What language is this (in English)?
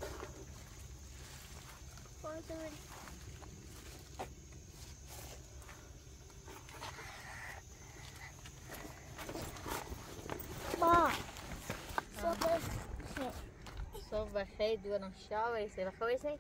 Persian